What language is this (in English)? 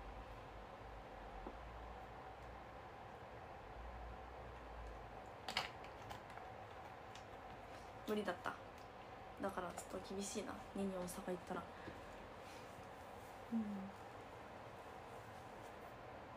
Japanese